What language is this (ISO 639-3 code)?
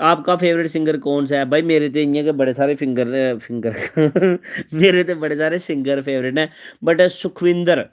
doi